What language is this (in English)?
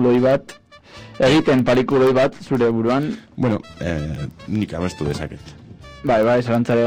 Basque